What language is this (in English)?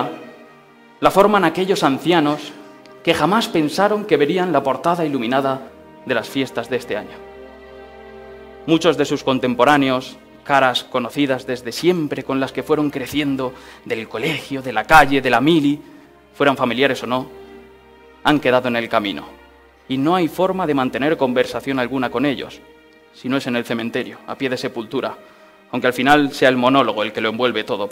Spanish